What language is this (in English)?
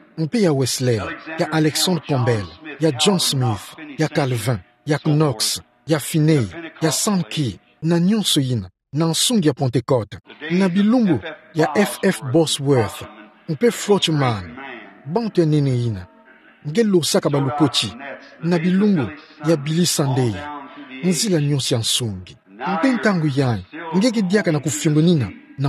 Kituba (Democratic Republic of Congo)